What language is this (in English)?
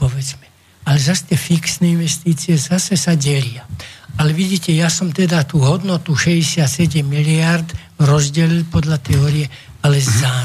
Slovak